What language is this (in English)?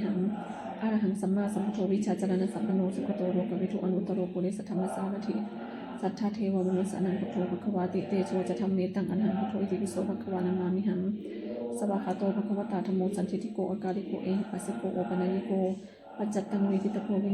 Pali